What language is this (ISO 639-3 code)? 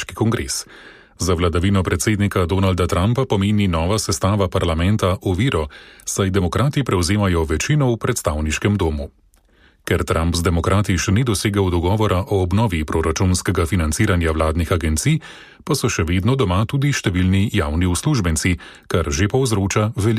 slv